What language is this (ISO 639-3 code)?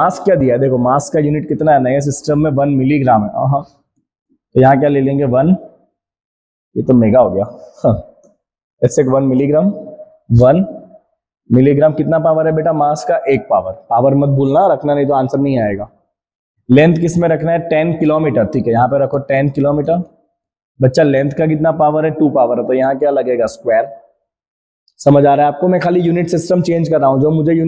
hin